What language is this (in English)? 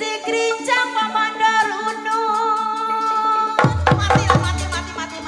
Betawi